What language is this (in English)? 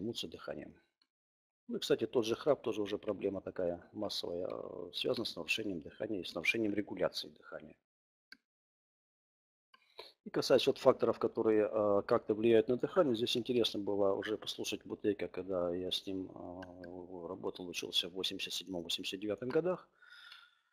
Russian